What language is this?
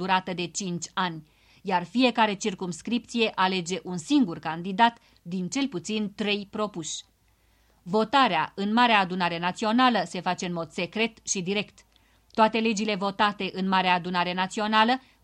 Romanian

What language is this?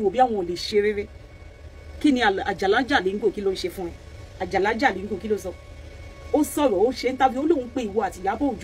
Yoruba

